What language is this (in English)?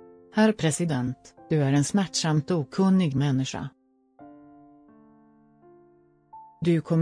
Swedish